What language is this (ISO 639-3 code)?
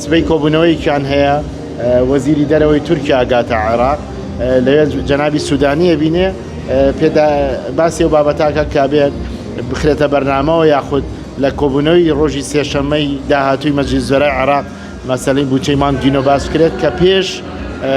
ckb